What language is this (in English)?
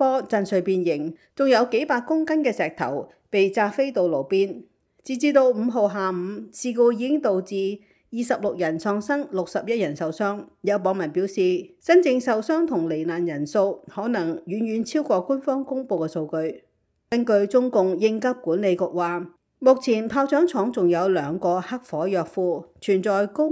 Cantonese